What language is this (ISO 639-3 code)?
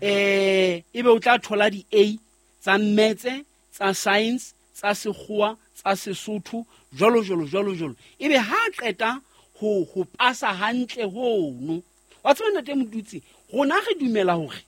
sot